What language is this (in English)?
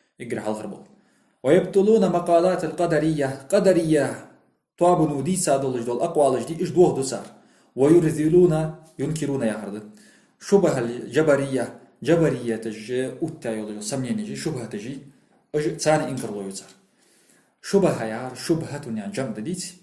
Ingush